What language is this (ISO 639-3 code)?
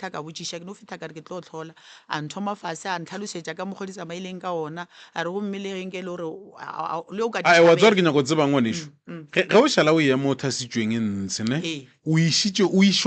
nso